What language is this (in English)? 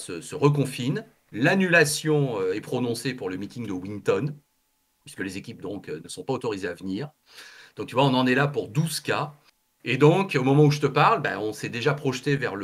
French